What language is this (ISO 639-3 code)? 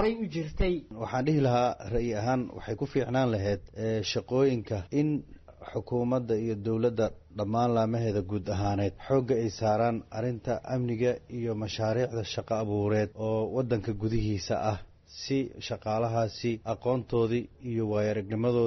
som